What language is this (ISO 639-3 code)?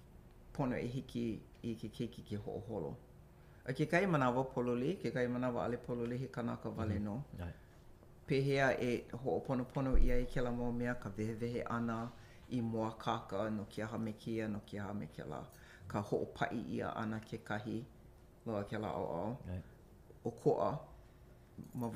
haw